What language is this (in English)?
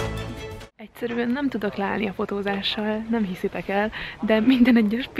Hungarian